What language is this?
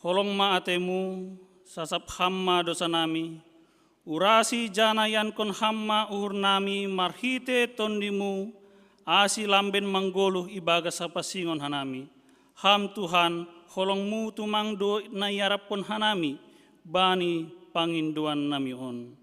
Batak Simalungun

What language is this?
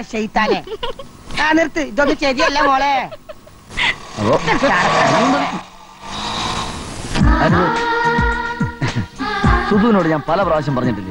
Malayalam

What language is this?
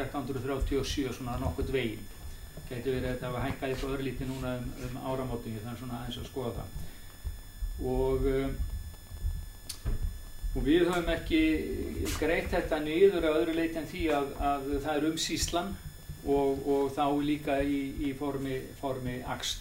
Icelandic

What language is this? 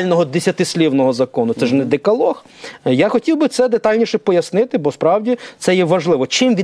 Ukrainian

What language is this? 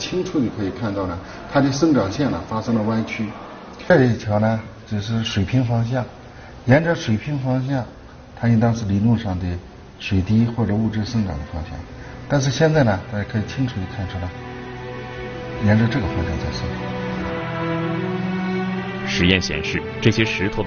Chinese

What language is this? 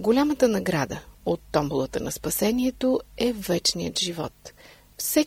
Bulgarian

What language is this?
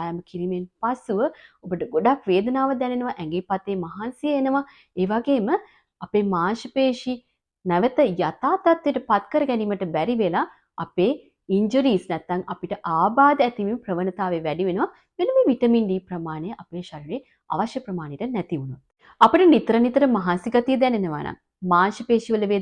Sinhala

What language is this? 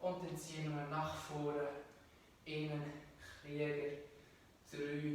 Swiss German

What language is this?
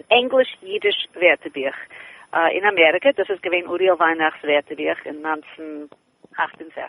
Yiddish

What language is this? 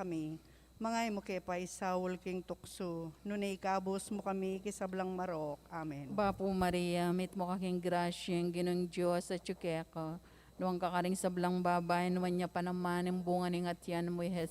Pampanga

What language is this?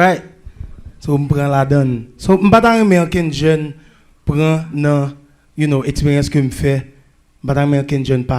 Haitian Creole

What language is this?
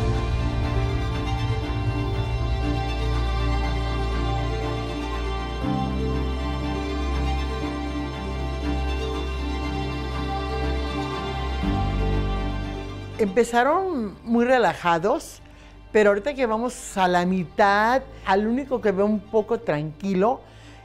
Spanish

